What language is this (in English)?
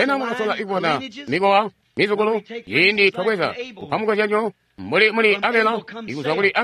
Tonga (Zambia)